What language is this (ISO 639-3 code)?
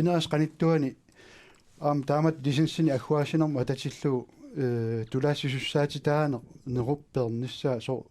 kal